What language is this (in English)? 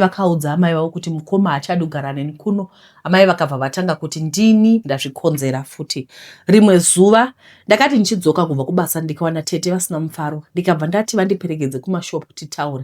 Shona